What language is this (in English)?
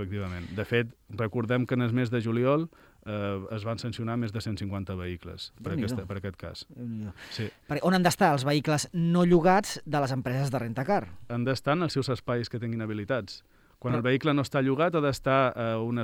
Catalan